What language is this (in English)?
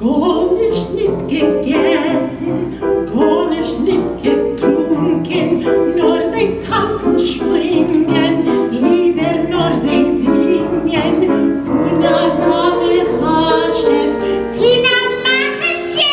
Yiddish